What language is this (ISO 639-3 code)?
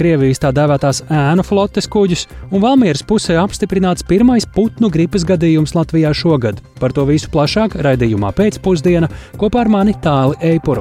lav